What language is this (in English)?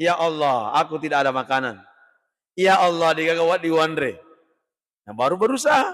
Buginese